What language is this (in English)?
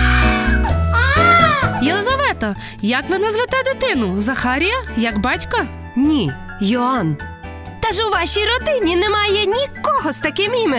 Ukrainian